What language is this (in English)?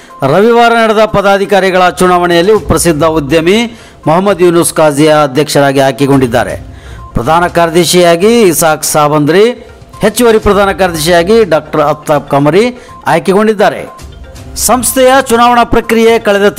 Kannada